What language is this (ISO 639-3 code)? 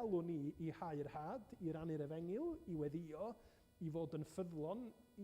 cym